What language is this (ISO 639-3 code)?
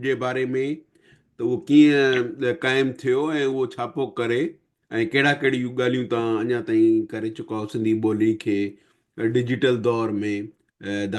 snd